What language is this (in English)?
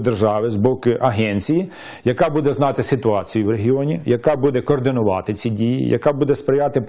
Ukrainian